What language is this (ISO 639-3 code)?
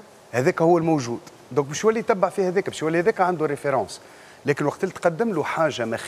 aeb